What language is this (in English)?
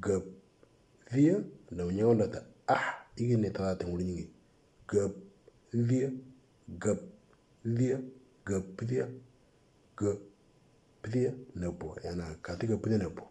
Moro